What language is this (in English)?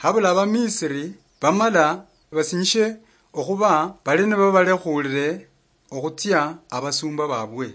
Luyia